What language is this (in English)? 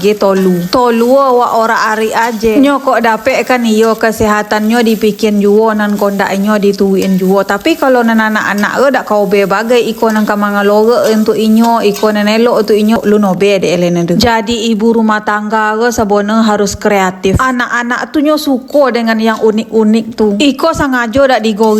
Minangkabau